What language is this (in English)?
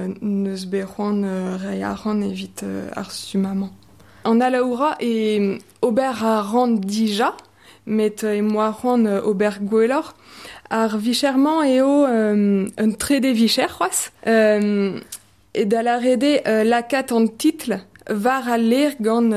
Breton